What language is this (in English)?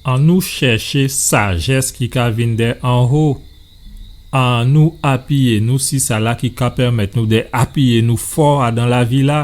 Guadeloupean Creole French